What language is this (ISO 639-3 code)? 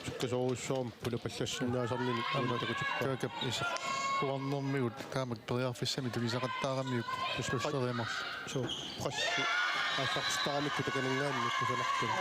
kal